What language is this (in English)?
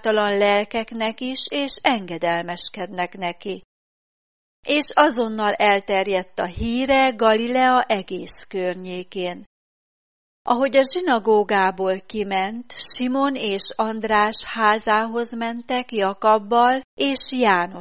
Hungarian